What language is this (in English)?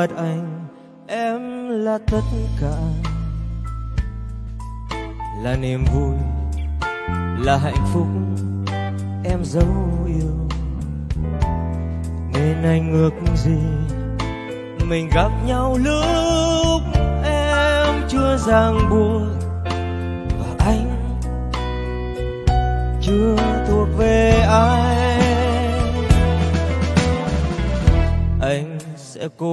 Vietnamese